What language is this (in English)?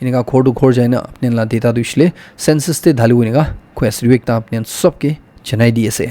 Naga Pidgin